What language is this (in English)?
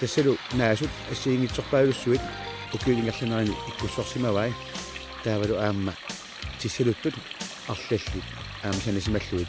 Kalaallisut